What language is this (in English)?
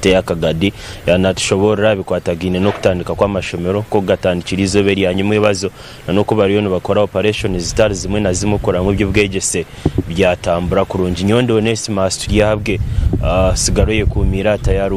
Nyankole